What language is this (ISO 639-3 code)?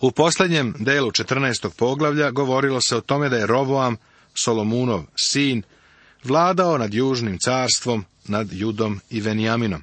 srp